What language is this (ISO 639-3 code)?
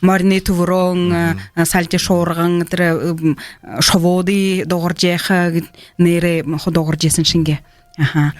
bua